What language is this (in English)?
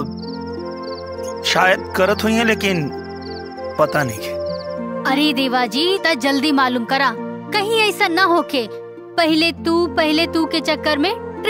Bhojpuri